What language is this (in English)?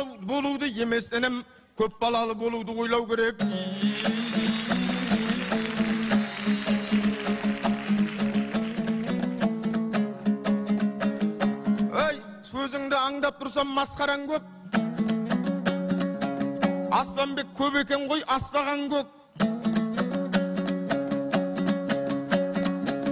Kazakh